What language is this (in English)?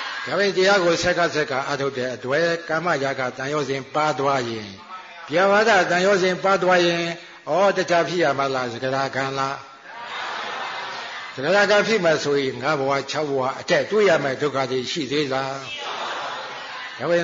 Burmese